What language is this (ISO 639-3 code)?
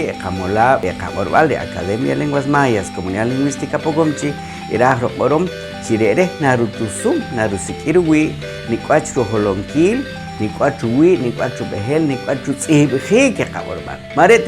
poh